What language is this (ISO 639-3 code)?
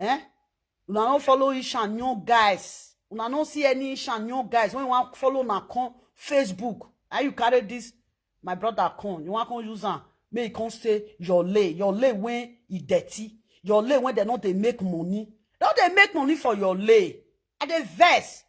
pcm